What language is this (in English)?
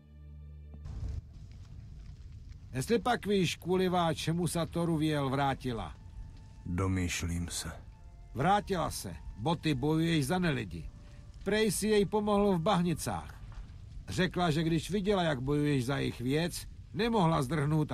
Czech